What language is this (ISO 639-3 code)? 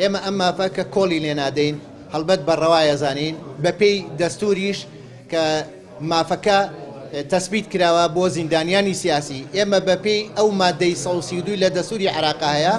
ckb